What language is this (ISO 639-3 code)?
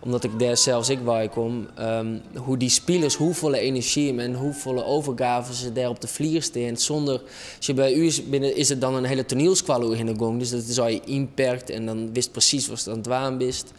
fry